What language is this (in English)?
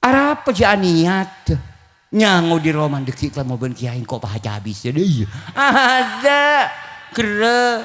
Madurese